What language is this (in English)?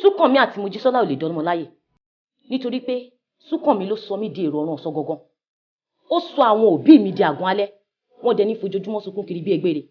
Yoruba